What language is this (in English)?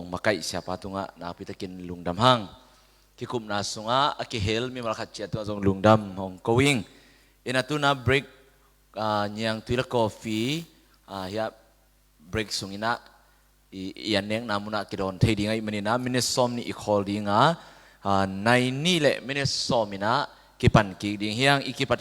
Tedim Chin